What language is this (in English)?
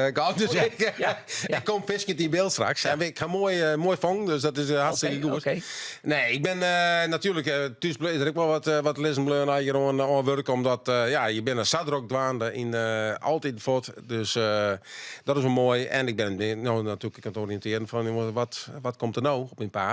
Western Frisian